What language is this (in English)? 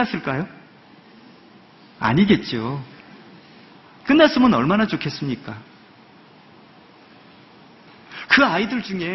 Korean